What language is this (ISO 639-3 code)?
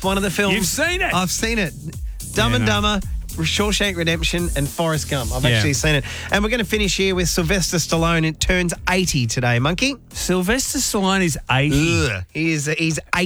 eng